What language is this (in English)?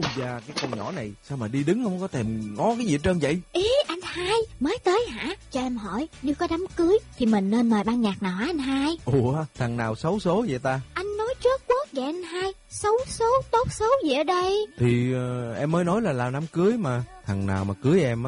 Vietnamese